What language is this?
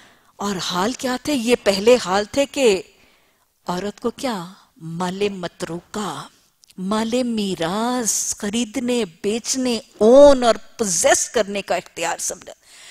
Urdu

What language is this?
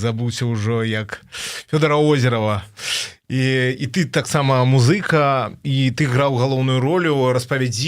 Belarusian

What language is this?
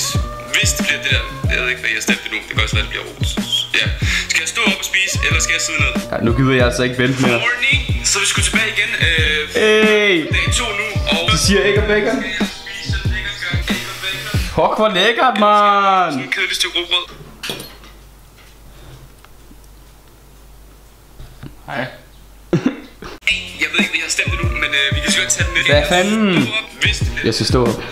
Danish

